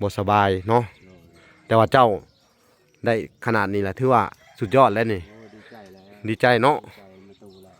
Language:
Lao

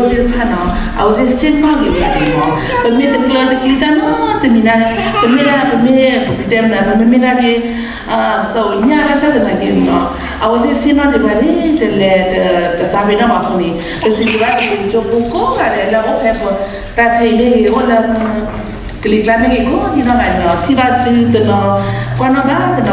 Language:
S'gaw Karen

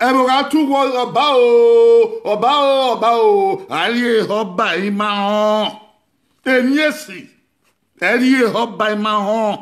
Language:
Bini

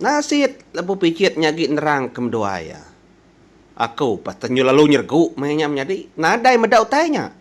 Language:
Iban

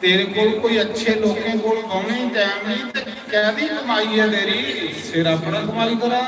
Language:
Dogri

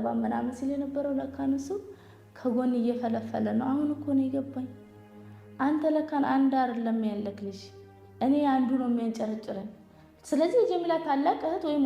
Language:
Amharic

